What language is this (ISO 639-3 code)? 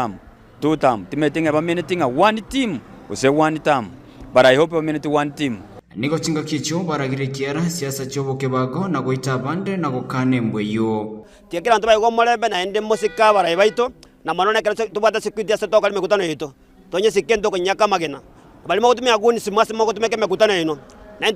guz